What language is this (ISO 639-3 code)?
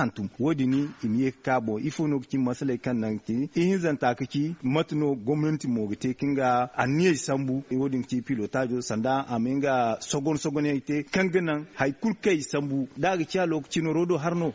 dje